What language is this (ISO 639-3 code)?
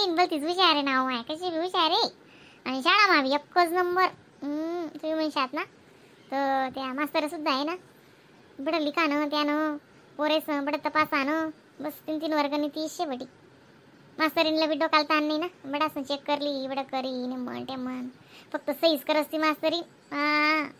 khn